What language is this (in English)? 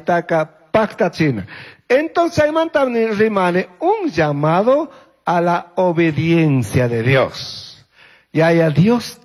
Chimborazo Highland Quichua